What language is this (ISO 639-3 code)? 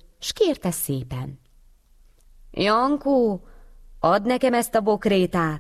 hun